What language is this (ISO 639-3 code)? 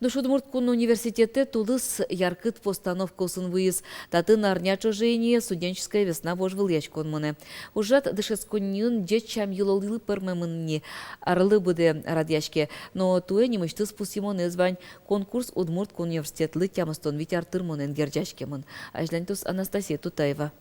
udm